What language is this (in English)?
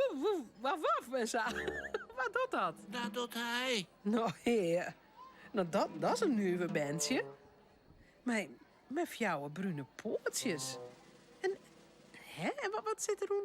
Western Frisian